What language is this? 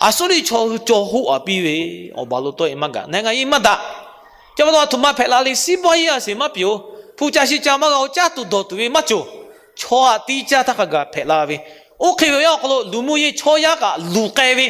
Lahu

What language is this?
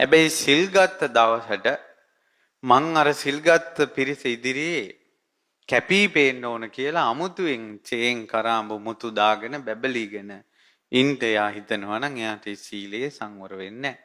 Sinhala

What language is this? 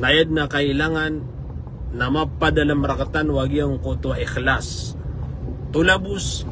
Maranao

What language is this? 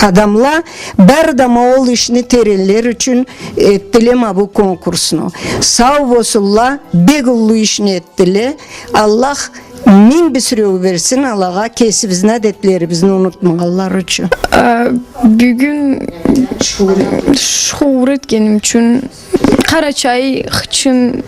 Karachay-Balkar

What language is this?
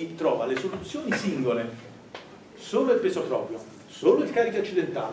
Italian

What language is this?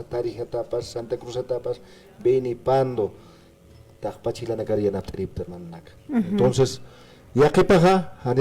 Aymara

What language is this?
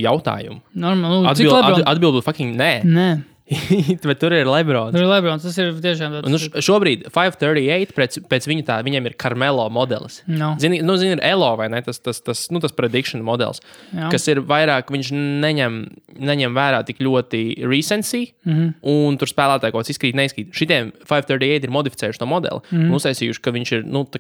Latvian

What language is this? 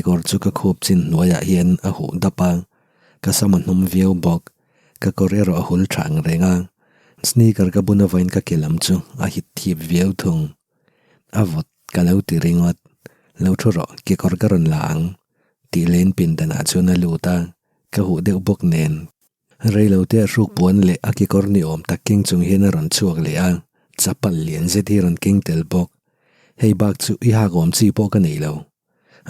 Mizo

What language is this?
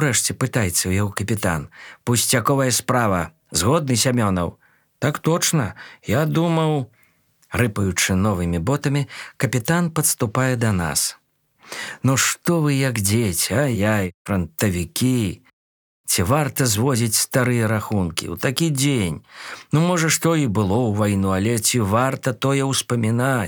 Belarusian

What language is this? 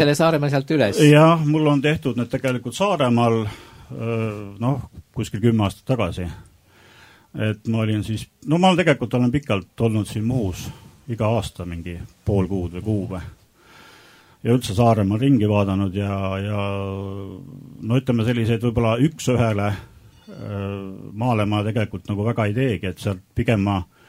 Estonian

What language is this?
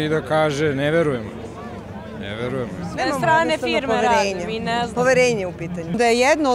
Serbian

